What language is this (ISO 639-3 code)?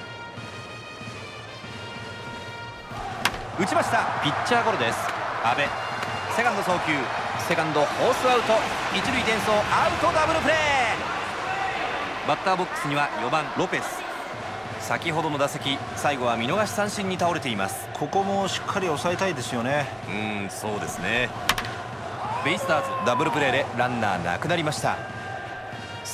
jpn